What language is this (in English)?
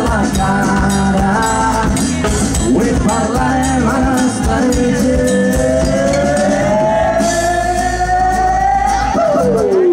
Catalan